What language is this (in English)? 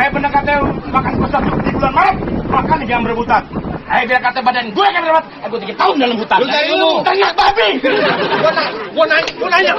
Betawi